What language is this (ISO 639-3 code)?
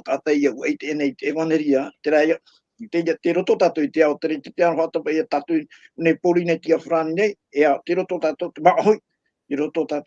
tah